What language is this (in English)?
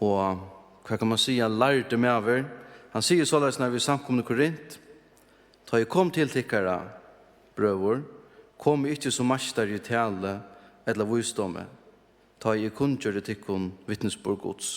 Faroese